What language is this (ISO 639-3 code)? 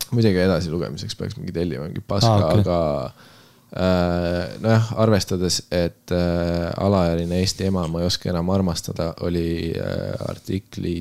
est